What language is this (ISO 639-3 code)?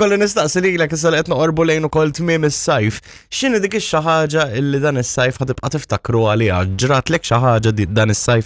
mlt